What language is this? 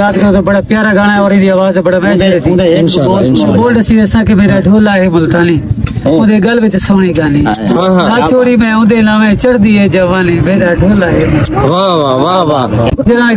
Saraiki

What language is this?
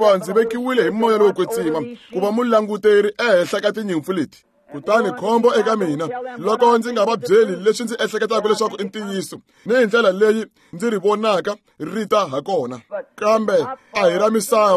Tsonga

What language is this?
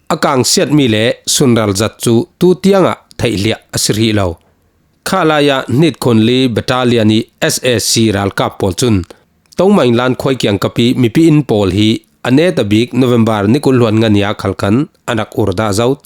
Falam Chin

